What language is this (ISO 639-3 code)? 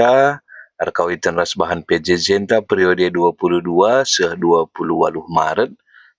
btx